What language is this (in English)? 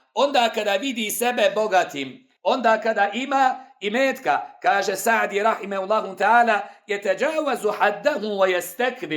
Bosnian